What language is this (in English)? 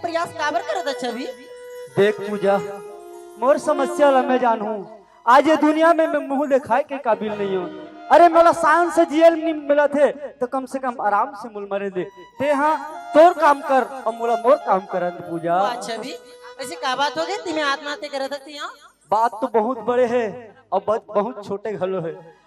Chhattisgarhi